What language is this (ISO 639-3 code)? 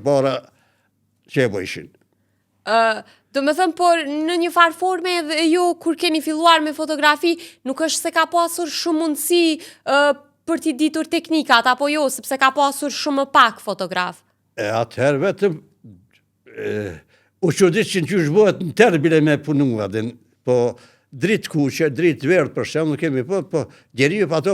sqi